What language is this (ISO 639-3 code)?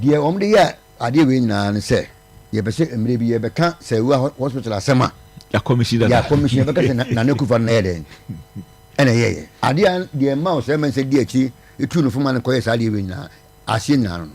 aka